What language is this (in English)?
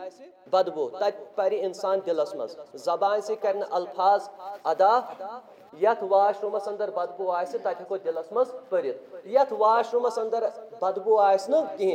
Kashmiri